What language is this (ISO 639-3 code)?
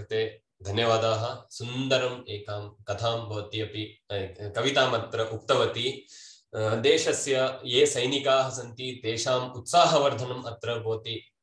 san